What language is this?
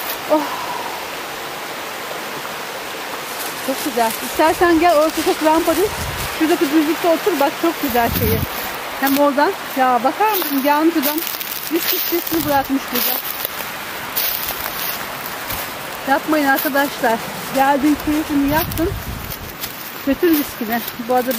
Turkish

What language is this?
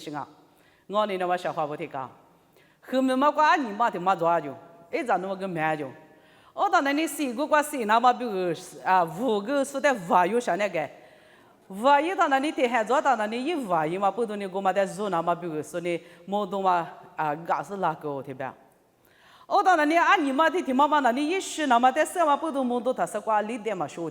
Lisu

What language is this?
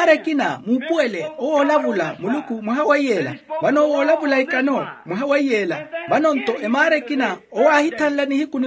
Makhuwa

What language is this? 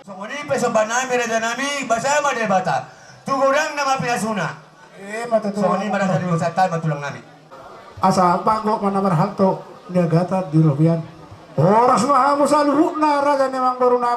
Batak Toba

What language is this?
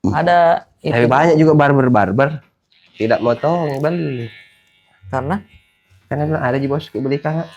Makassar Malay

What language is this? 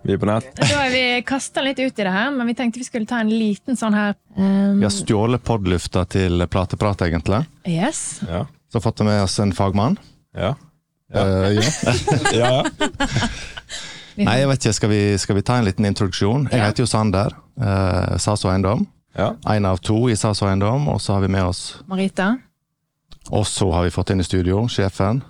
Norwegian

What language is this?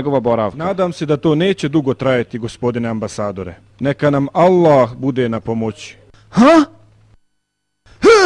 Bosnian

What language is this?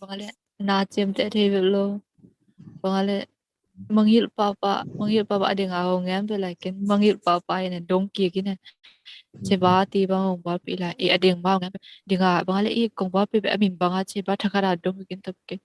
Tedim Chin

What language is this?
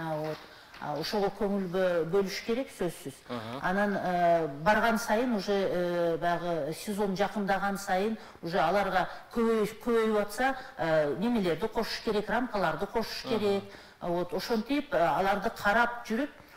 Kyrgyz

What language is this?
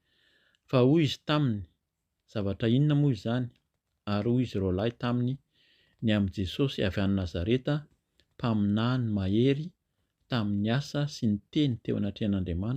Malagasy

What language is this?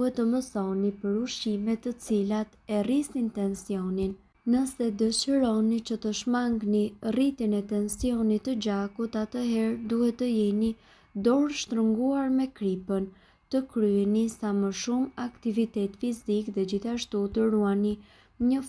Albanian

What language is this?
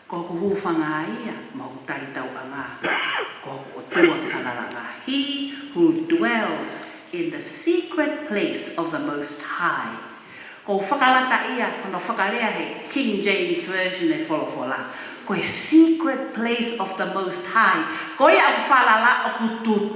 Tongan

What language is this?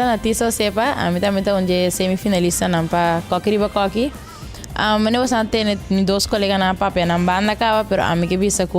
Papiamento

